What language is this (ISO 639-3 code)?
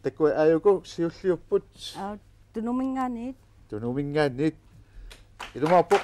kal